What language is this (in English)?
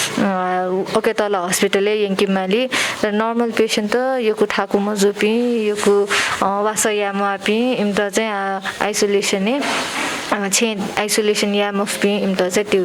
Newari